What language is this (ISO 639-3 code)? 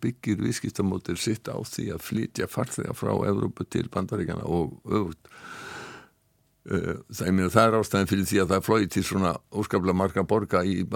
isl